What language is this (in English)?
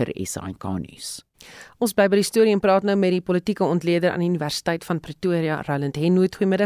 Afrikaans